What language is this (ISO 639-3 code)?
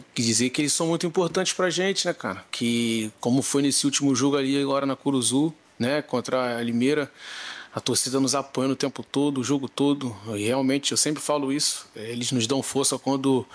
por